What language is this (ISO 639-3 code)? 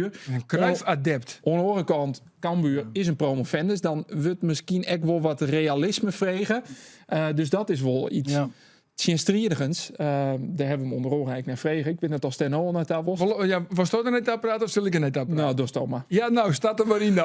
fry